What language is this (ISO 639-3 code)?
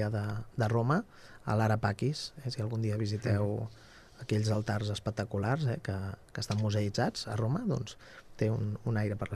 cat